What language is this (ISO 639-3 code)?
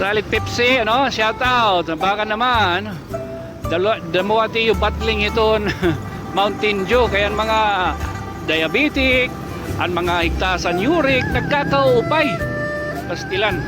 war